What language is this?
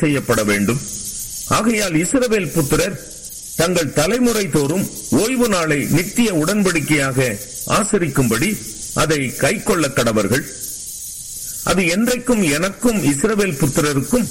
Tamil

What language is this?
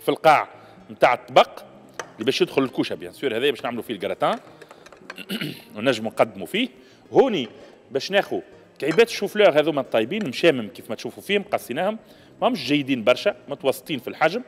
Tunisian Arabic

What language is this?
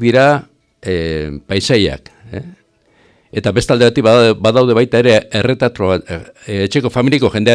Basque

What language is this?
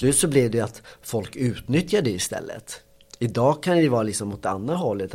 Swedish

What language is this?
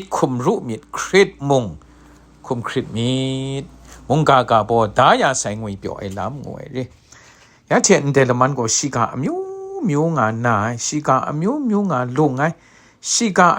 Kachin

